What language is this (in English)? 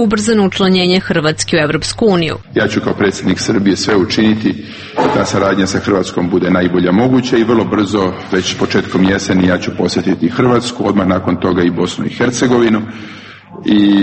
Serbian